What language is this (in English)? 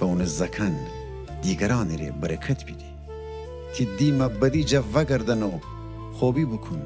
Gilaki